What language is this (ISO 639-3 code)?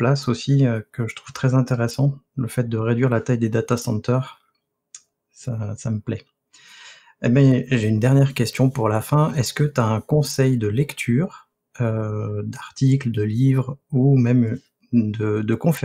fra